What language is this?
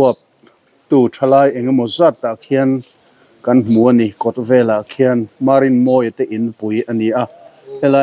Mizo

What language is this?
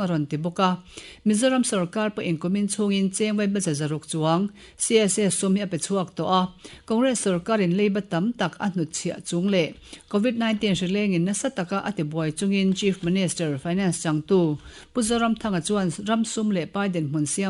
Mizo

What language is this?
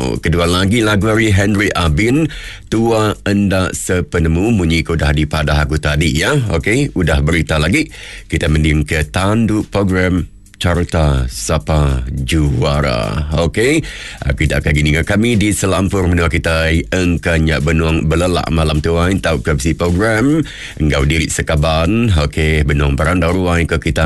Iban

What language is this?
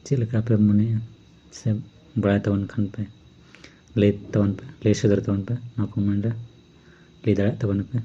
Santali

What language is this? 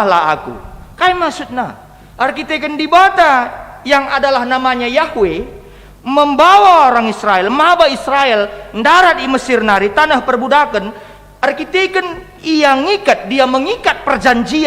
Batak Karo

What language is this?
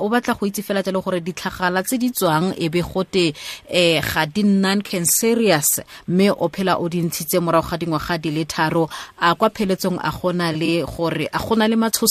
Tswana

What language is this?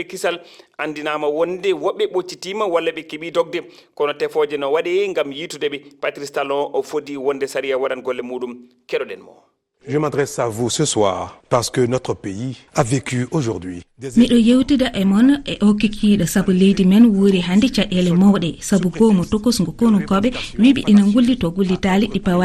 Fula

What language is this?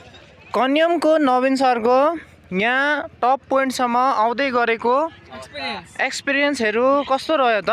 Nepali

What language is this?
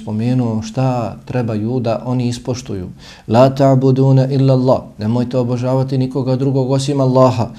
Bosnian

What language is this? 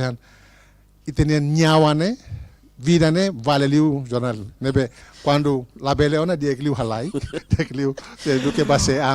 Tetum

